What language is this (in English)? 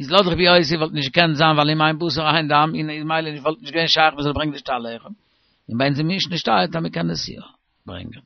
Yiddish